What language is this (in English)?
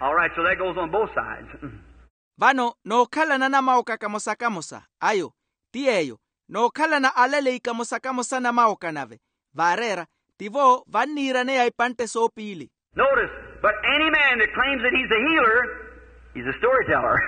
Makhuwa